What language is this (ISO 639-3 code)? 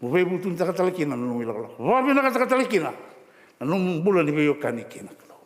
fij